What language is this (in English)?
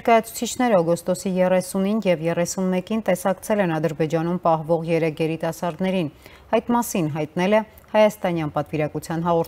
Armenian